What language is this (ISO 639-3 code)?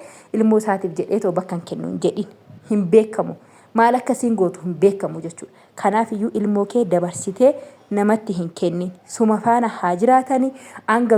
orm